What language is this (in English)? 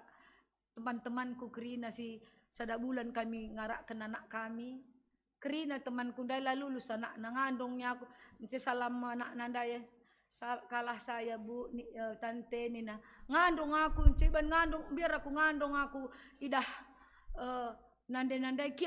Batak Karo